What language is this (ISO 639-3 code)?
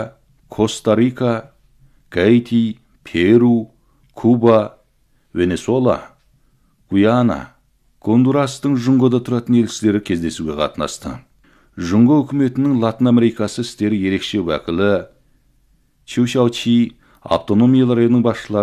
kaz